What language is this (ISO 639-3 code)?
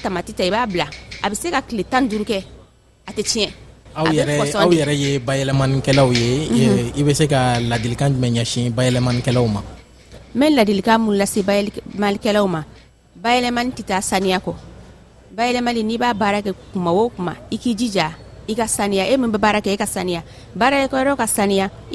bam